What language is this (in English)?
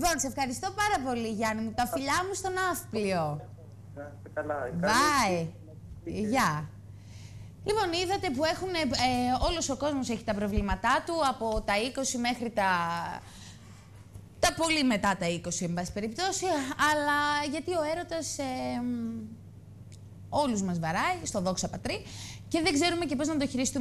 Greek